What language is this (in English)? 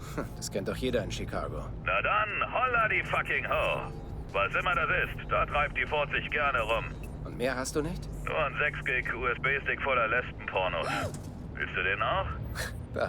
Bavarian